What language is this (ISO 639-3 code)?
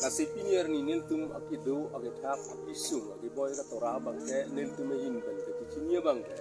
mjw